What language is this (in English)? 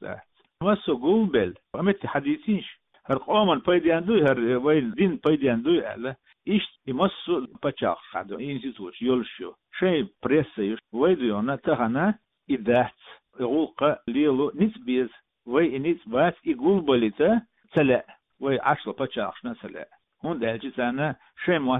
Chechen